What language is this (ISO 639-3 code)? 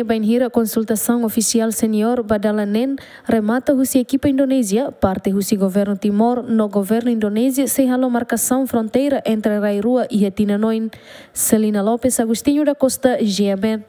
tet